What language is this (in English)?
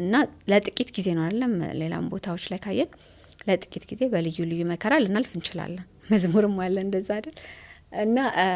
Amharic